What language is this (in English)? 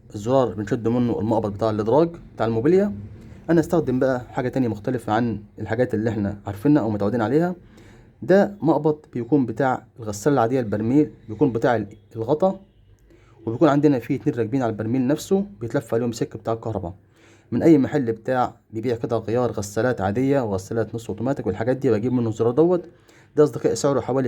Egyptian Arabic